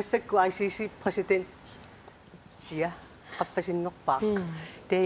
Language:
Kalaallisut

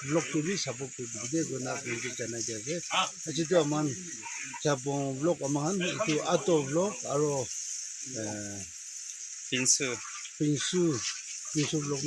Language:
Naga Pidgin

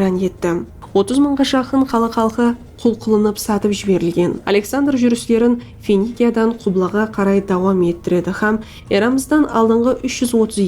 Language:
Kara-Kalpak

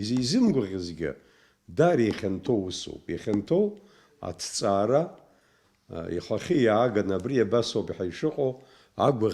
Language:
Abkhazian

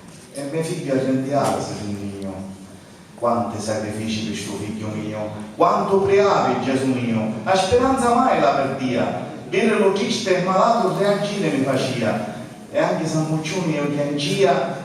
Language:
Sicilian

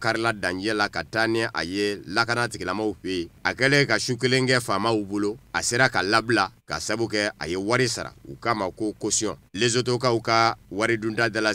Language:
Bambara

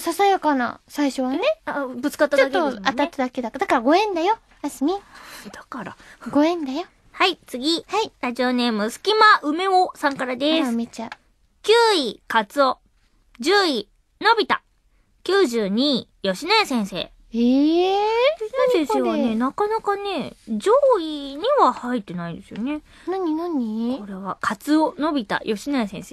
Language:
Japanese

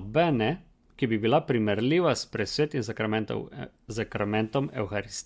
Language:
Slovenian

